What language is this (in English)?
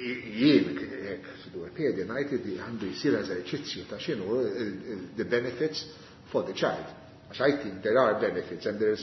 Maltese